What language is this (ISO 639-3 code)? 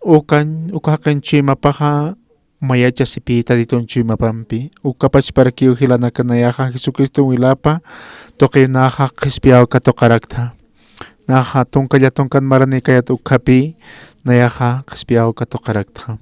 aym